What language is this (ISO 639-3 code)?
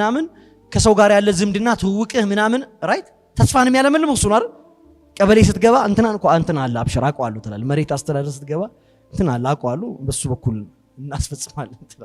amh